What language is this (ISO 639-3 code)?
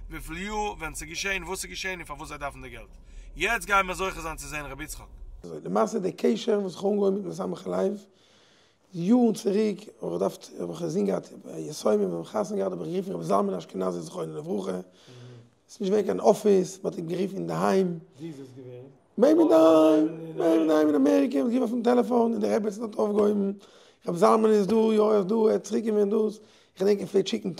yid